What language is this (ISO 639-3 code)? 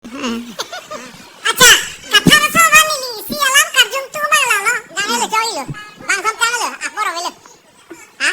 mjw